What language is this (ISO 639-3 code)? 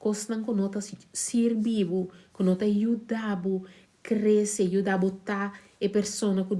pap